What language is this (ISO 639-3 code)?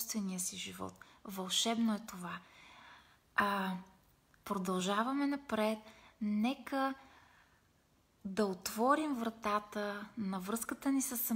bul